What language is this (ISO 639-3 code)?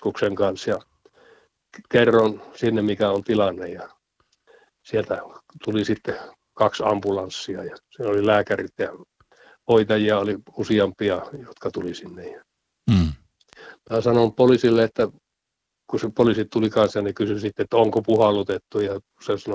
fin